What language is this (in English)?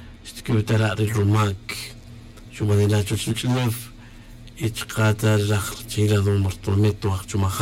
Tz'utujil